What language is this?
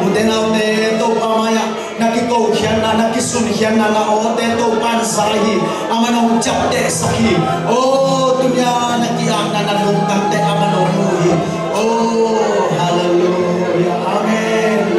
Tedim Chin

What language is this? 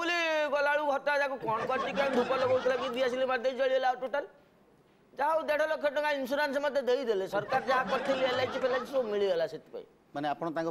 Odia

